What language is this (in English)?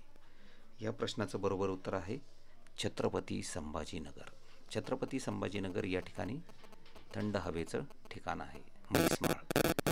Marathi